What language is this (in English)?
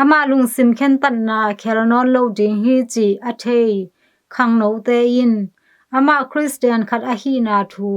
Tedim Chin